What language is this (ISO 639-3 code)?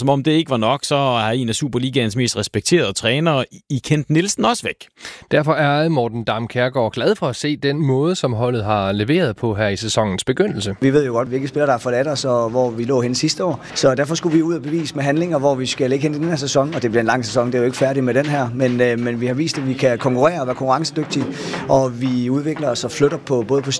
dan